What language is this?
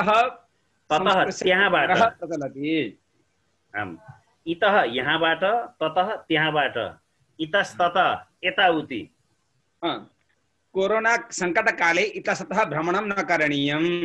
Sanskrit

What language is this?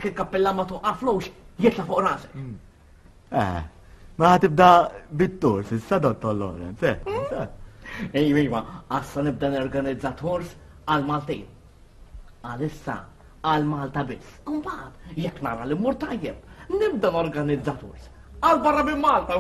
Maltese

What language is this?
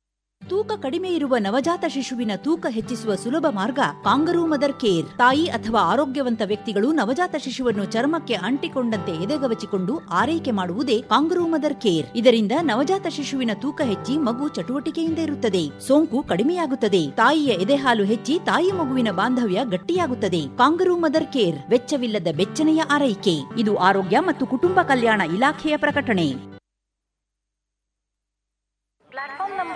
Kannada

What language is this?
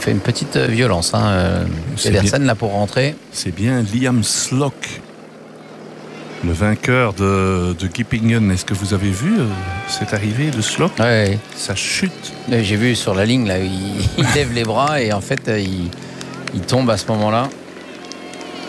French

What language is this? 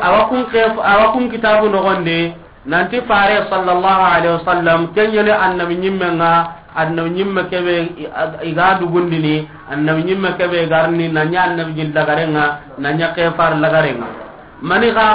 Soninke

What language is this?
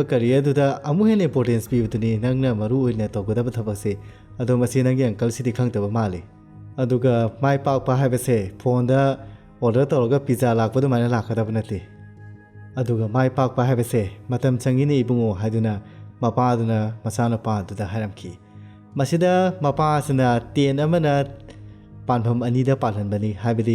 Manipuri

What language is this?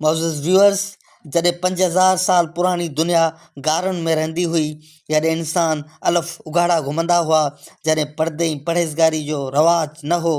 Sindhi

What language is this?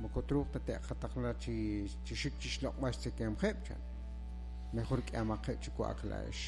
Kekchí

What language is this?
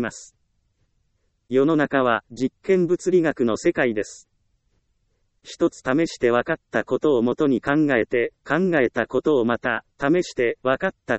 Japanese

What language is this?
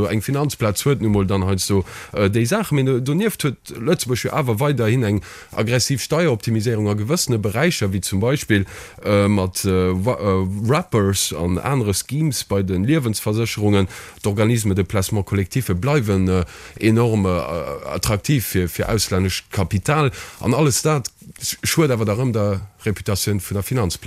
Luxembourgish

